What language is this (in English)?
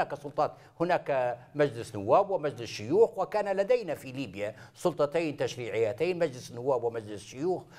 Arabic